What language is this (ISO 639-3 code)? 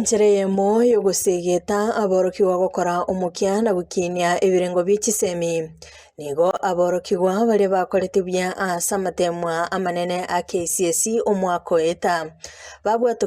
guz